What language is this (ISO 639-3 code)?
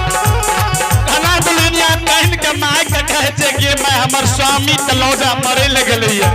anp